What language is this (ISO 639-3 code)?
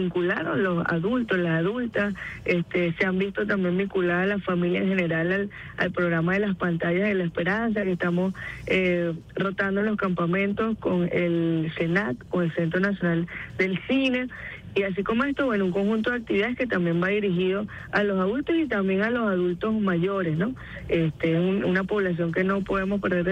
spa